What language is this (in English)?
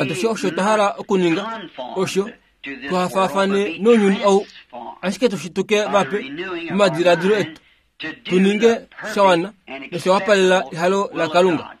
Kuanyama